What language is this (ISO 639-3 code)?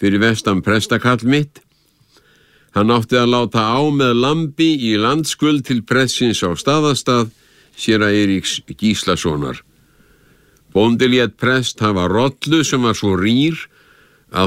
isl